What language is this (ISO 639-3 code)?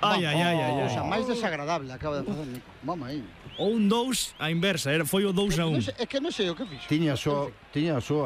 glg